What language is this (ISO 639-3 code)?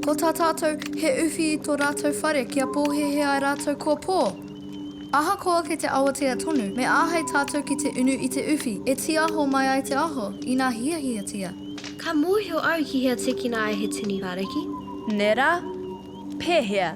mri